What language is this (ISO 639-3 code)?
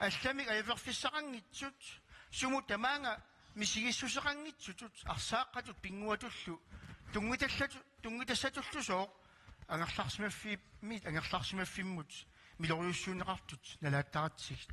kal